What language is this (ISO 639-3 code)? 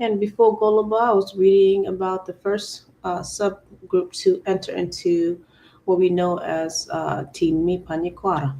ach